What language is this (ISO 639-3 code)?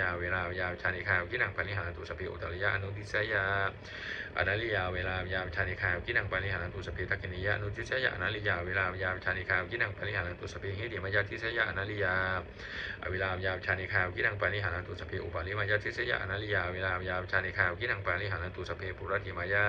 pli